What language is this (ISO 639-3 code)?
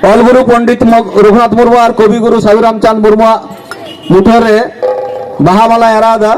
sat